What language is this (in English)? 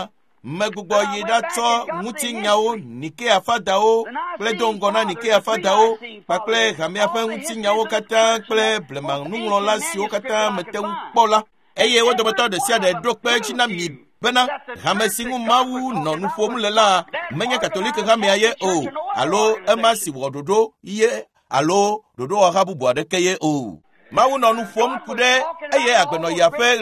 Ewe